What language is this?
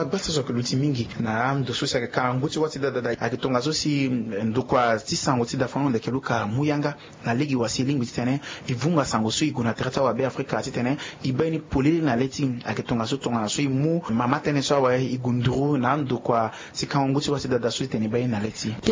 Sango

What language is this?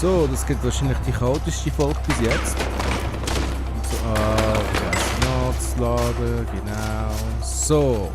Swiss German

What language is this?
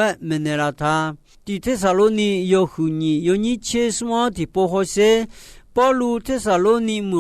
Akha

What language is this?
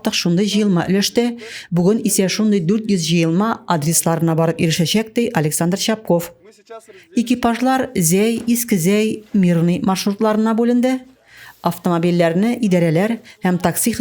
Tatar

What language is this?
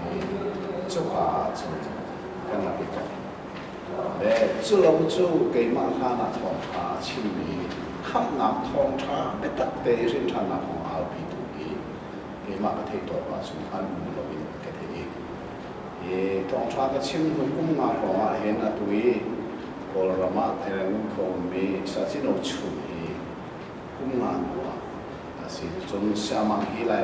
Hakha Chin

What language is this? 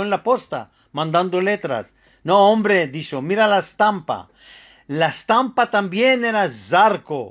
Ladino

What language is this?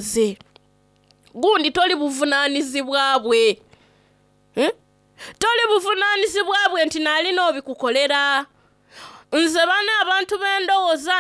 Soga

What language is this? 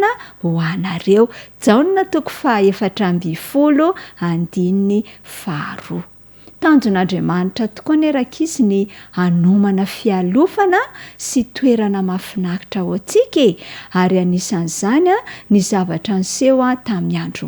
Malagasy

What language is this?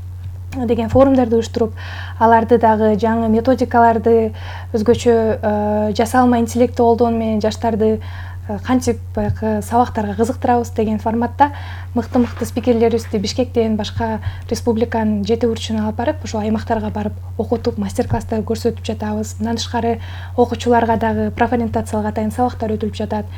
Kyrgyz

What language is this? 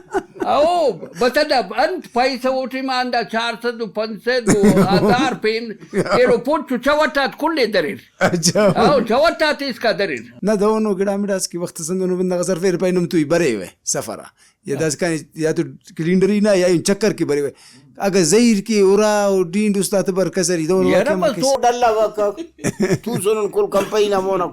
Brahui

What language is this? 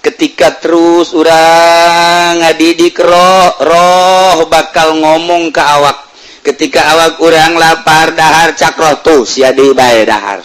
Sundanese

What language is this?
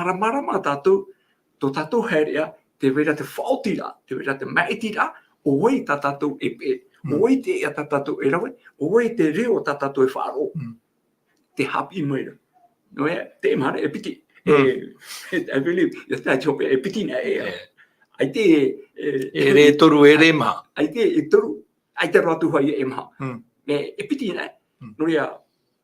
Tahitian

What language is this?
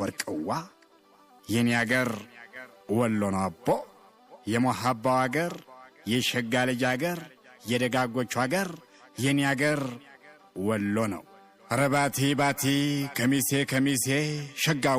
Amharic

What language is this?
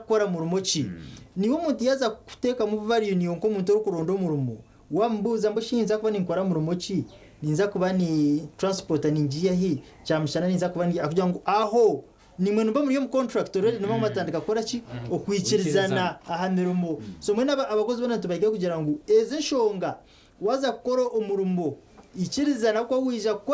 Nyankole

